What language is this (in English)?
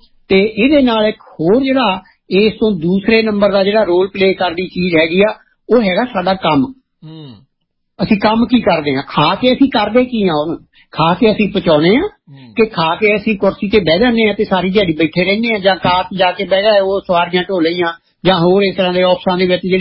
Punjabi